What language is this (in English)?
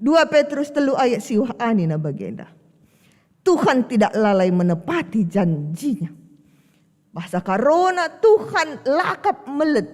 Batak Karo